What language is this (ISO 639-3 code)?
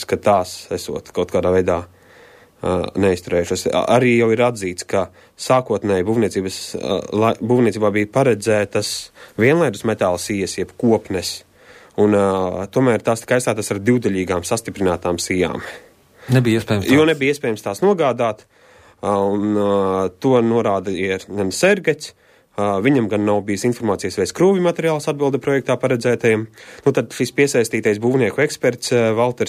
lav